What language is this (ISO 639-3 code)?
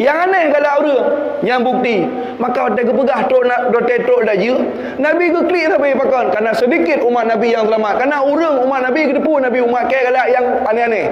ace